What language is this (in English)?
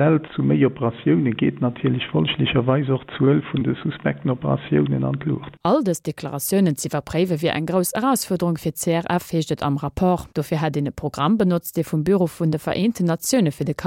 Luxembourgish